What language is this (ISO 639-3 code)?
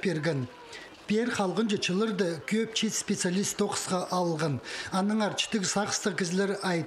kjh